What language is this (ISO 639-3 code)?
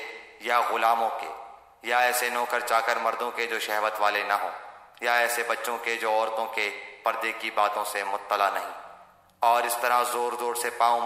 urd